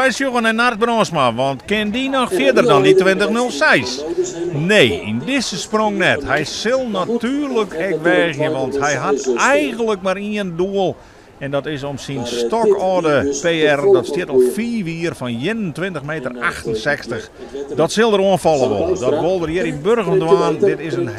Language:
Western Frisian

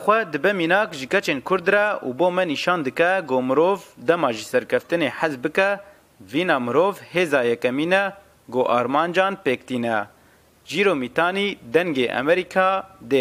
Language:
Kurdish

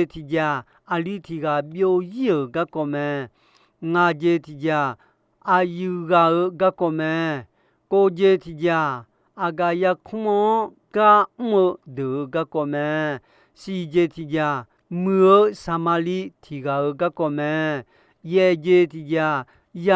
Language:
Akha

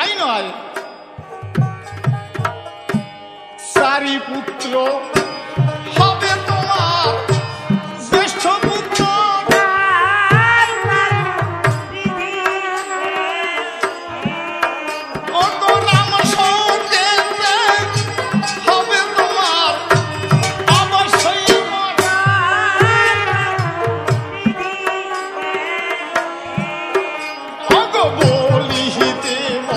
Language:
Bangla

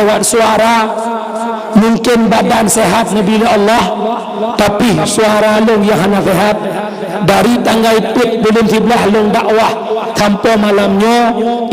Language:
Achinese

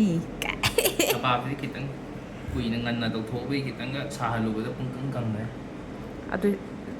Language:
Manipuri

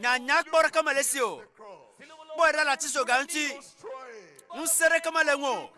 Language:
Ewe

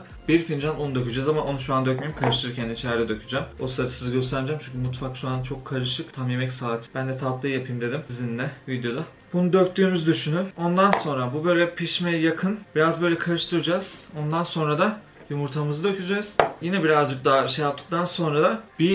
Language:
Turkish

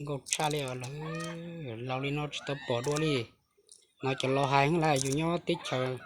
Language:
Hmong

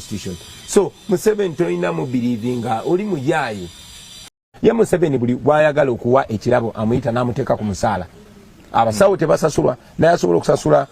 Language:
Ganda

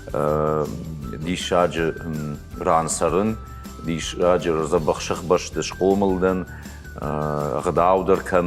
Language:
Ossetic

